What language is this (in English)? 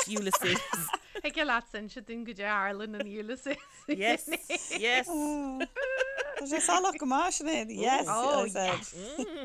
Irish